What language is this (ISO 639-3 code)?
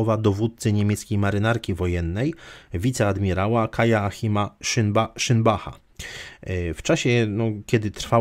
pol